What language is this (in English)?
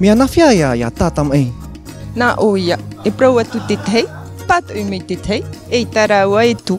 Tahitian